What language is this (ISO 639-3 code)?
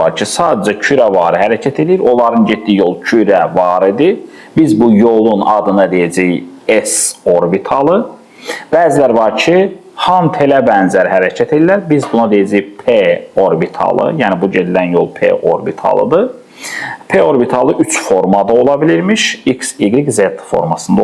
aze